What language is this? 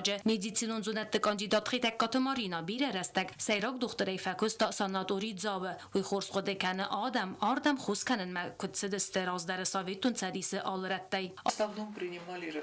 Ossetic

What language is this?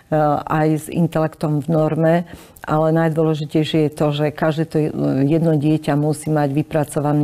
Slovak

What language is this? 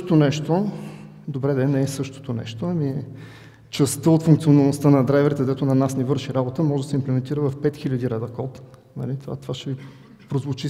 Bulgarian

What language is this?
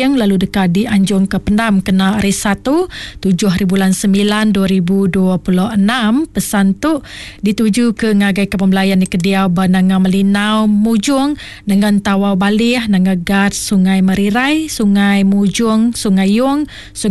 Iban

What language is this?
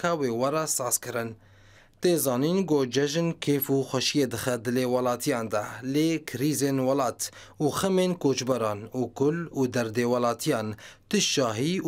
Kurdish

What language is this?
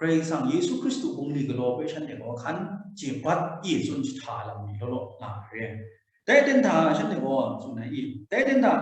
Kachin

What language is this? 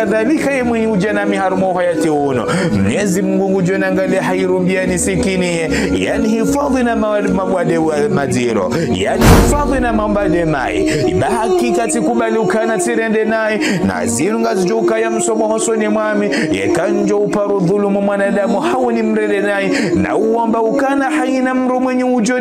Ngazidja Comorian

